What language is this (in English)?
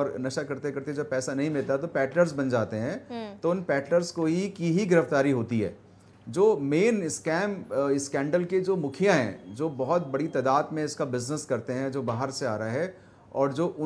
Hindi